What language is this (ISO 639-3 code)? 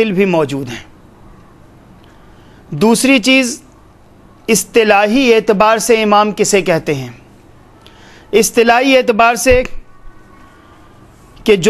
urd